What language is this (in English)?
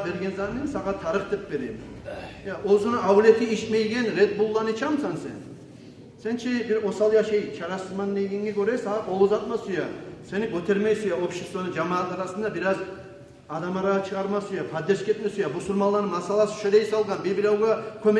Kumyk